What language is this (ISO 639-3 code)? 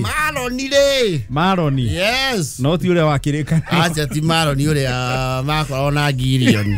kik